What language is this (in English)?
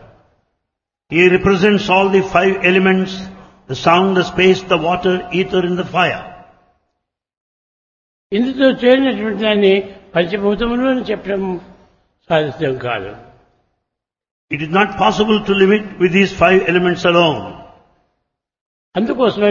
Telugu